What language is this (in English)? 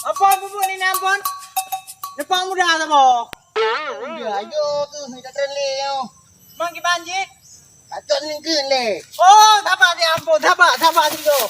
Achinese